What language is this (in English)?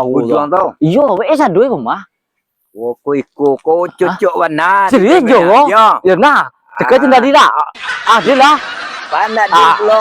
Minangkabau